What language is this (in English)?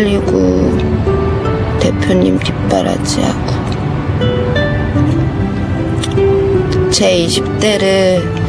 Korean